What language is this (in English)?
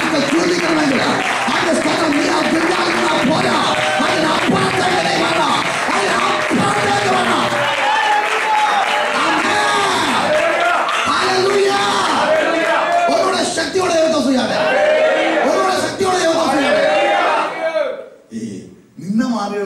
Malayalam